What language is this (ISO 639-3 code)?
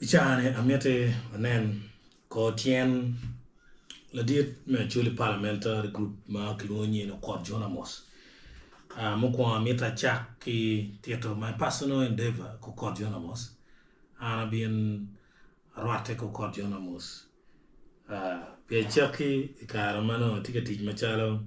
ach